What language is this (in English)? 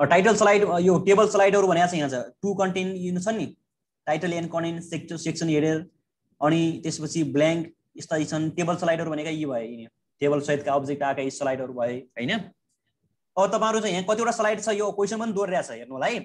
Nepali